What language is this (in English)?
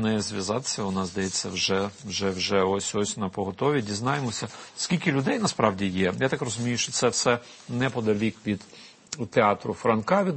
Ukrainian